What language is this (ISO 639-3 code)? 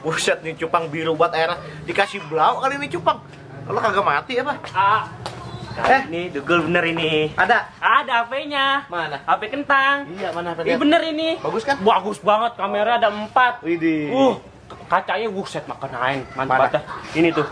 bew